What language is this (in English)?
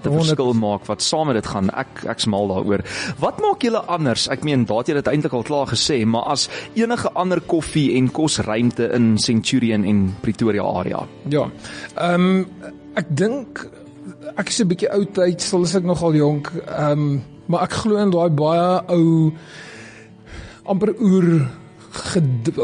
Afrikaans